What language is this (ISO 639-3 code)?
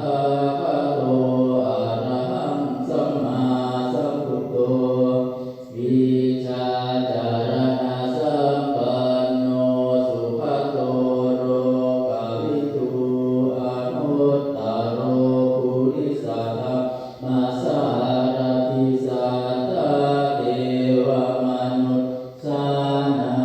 pli